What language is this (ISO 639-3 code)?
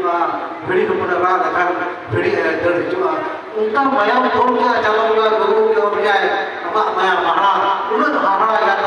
sat